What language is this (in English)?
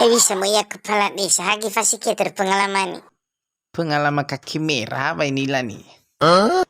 Nias